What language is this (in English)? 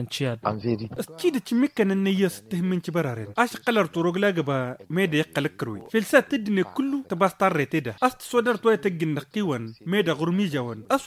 Tamasheq